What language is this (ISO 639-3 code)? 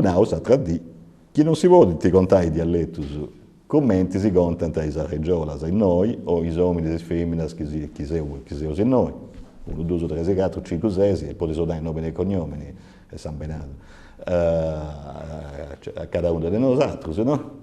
srd